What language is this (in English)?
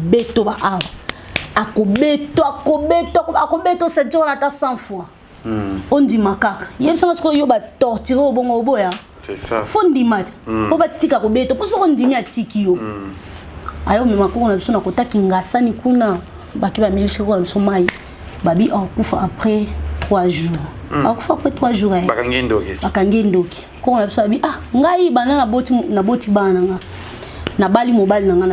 Lingala